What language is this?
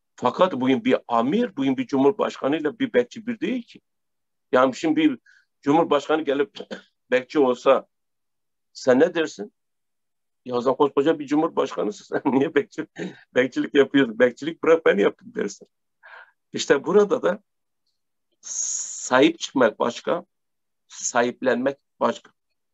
Turkish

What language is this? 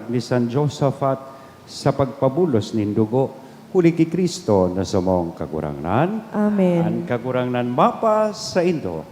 Bikol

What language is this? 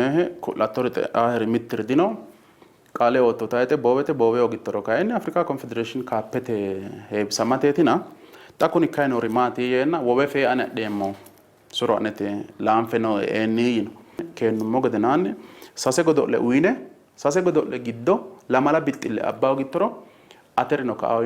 Sidamo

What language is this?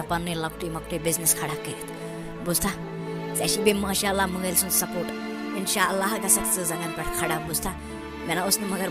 Kashmiri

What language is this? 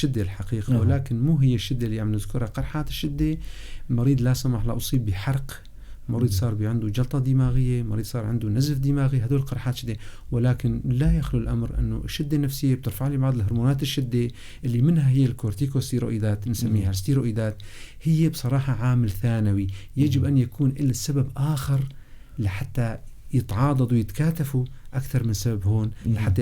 North Levantine Arabic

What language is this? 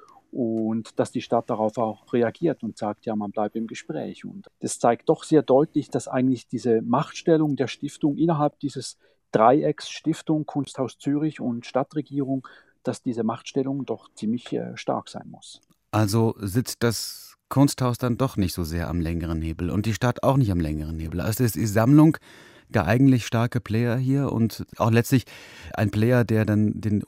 German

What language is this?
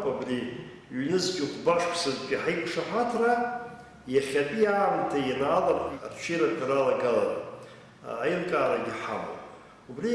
Abkhazian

